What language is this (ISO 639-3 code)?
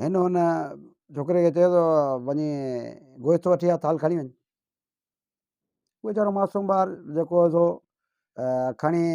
snd